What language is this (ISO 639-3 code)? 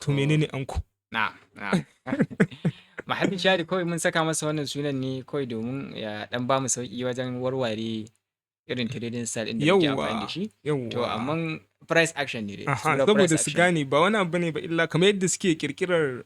hau